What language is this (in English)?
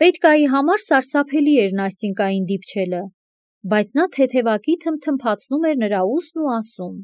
Armenian